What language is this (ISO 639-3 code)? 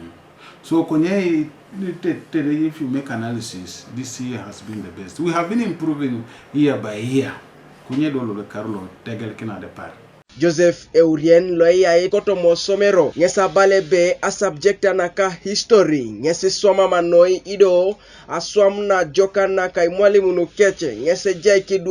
teo